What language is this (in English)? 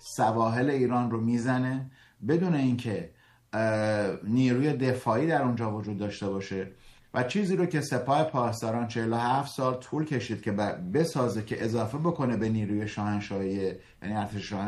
Persian